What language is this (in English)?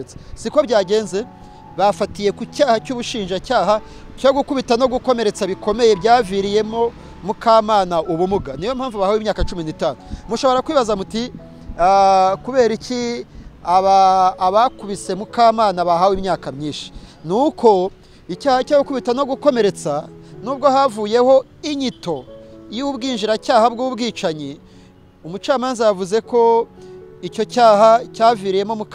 Kinyarwanda